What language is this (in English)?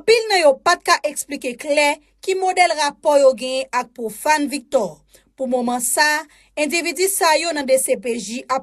Haitian Creole